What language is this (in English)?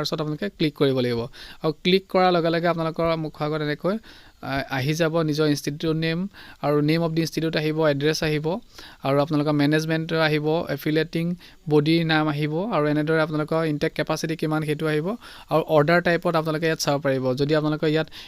Assamese